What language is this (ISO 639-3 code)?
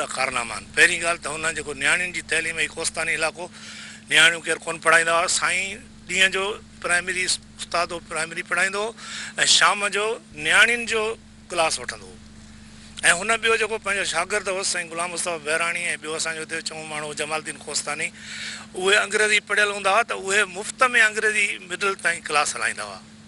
snd